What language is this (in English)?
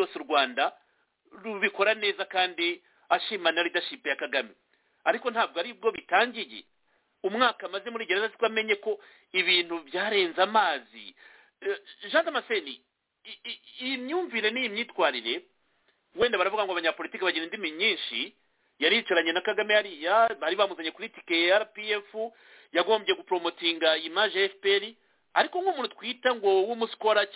Kinyarwanda